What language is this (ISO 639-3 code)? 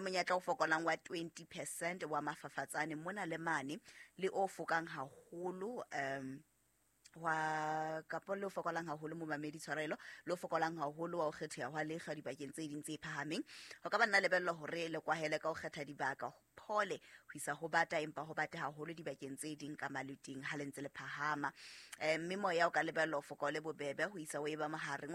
sot